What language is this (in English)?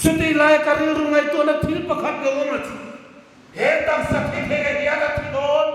Hmar